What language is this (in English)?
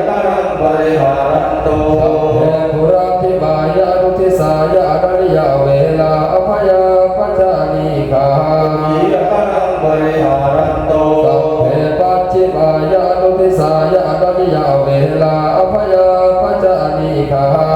Pali